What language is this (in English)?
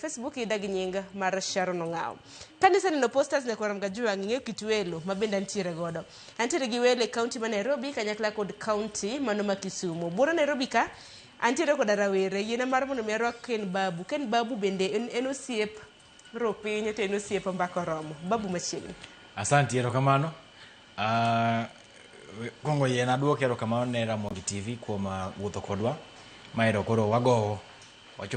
Luo (Kenya and Tanzania)